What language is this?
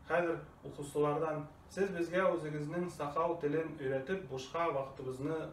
Bashkir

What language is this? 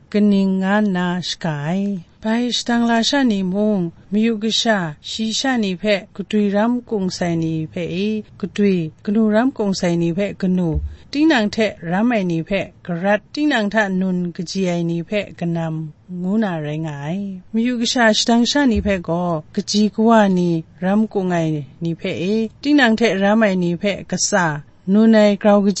Kachin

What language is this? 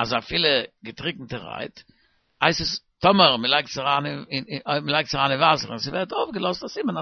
Yiddish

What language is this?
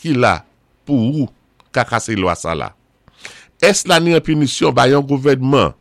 Saint Lucian Creole French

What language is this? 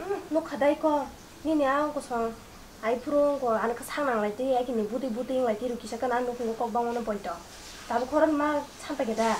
Kok Borok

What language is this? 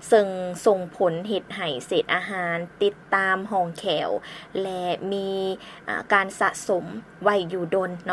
Lao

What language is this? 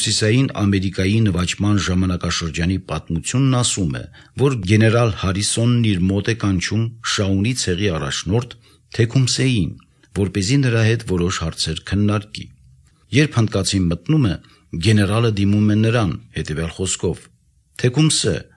Armenian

